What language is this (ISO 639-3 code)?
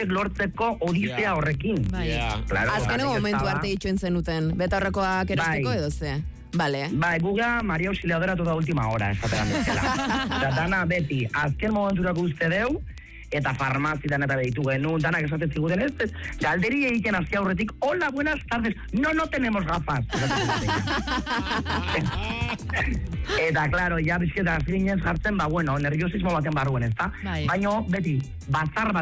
eus